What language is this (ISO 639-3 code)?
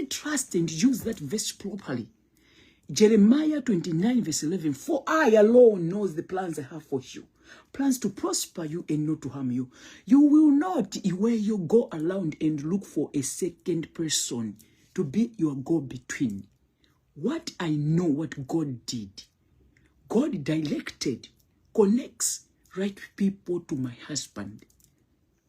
nya